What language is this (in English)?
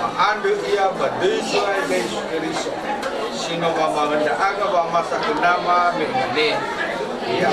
Nias